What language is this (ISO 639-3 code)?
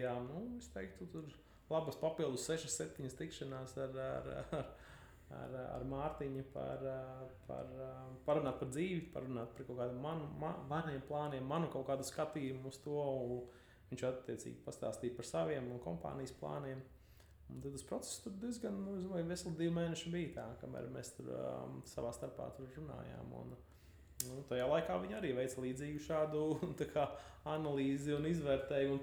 lav